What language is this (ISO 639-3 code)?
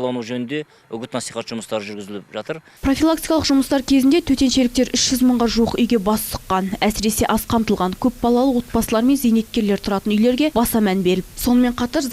kaz